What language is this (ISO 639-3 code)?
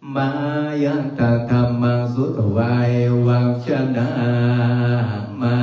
pli